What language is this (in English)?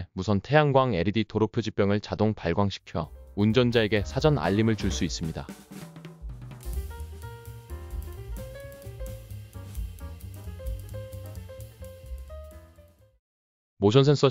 Korean